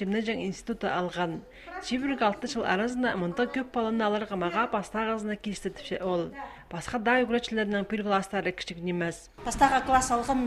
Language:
Khakas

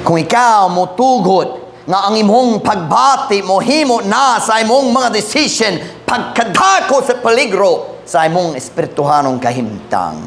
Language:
Cebuano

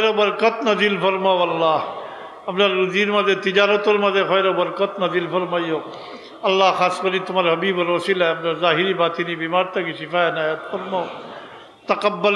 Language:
Sylheti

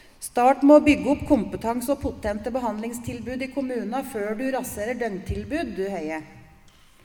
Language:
Norwegian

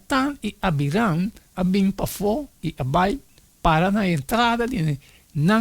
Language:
Papiamento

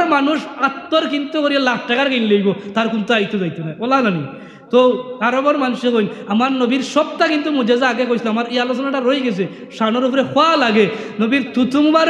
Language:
Sylheti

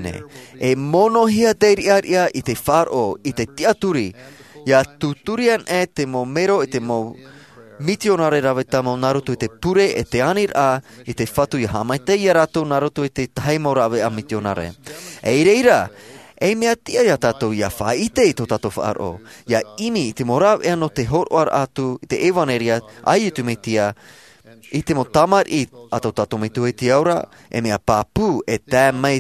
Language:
Tahitian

